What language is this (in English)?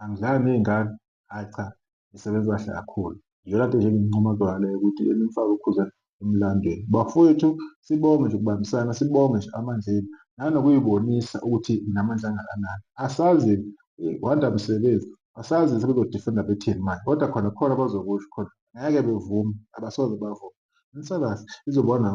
Zulu